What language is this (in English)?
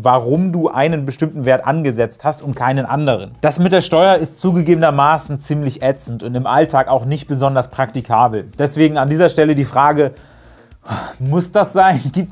German